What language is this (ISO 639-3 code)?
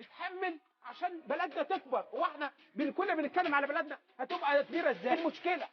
arz